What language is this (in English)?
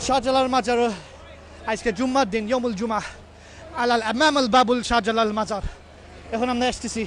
Sylheti